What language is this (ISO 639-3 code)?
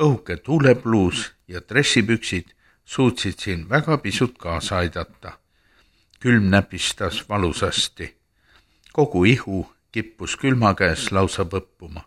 est